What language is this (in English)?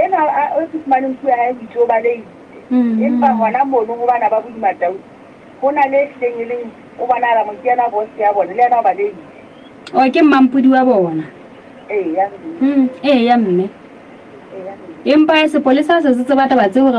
Southern Sotho